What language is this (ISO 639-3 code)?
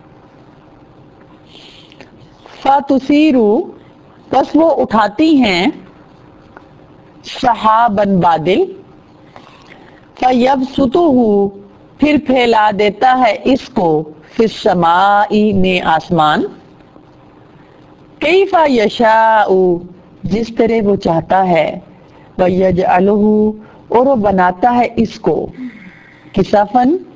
urd